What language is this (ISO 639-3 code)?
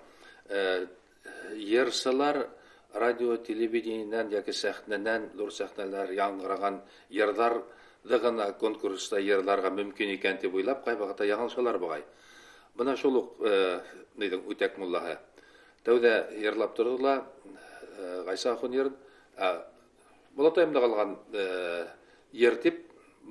bak